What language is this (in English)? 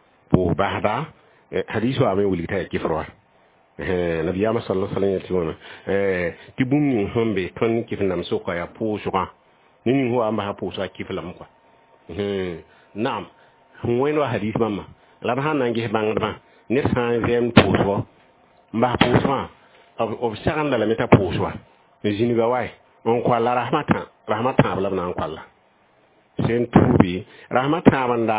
Mossi